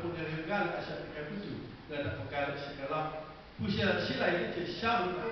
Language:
Lahu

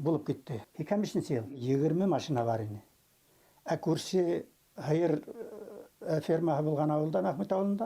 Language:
Bashkir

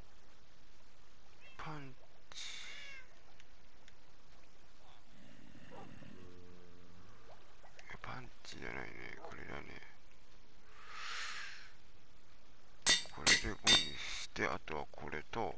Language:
Japanese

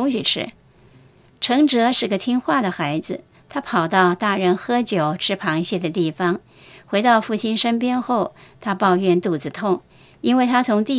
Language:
Chinese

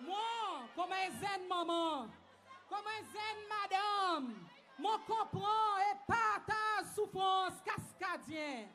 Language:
Seselwa Creole French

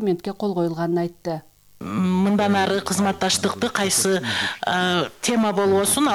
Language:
Kyrgyz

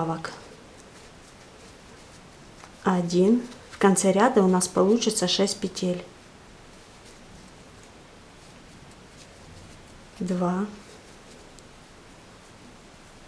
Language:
Russian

